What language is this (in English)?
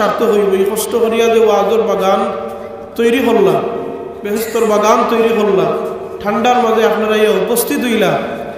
Sylheti